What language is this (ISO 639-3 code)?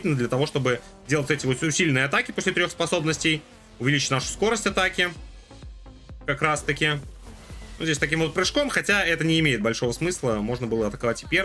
rus